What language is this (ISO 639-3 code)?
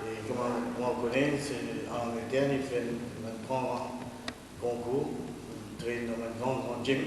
mfe